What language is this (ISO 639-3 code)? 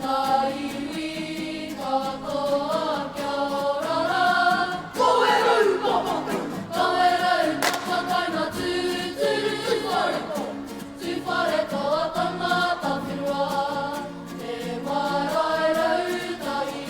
mri